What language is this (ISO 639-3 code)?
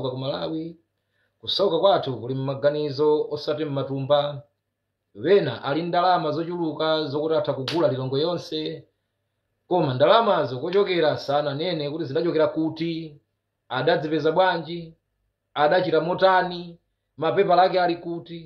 nya